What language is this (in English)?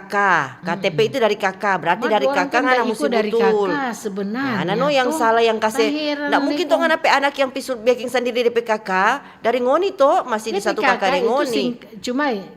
Manado Malay